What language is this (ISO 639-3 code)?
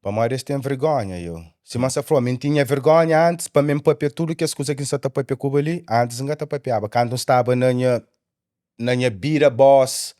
kea